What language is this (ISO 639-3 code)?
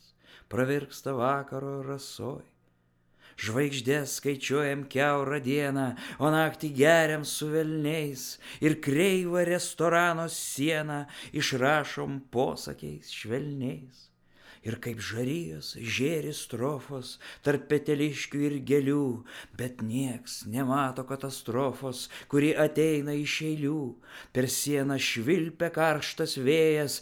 lit